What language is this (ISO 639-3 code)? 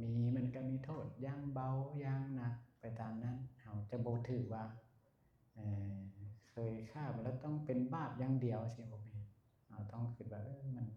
lao